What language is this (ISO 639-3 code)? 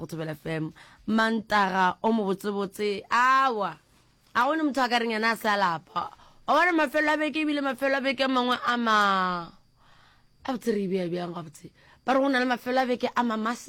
nso